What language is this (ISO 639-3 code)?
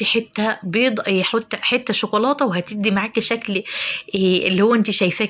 arz